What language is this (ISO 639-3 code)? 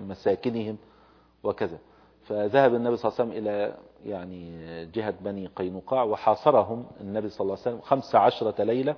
ara